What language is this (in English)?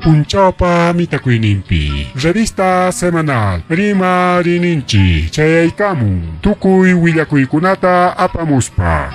Ayacucho Quechua